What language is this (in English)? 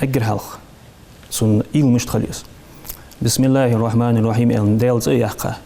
Ingush